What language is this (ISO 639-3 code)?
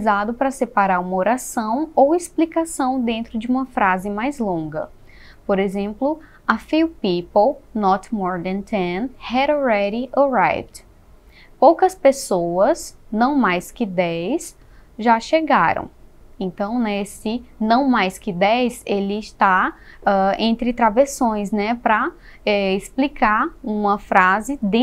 por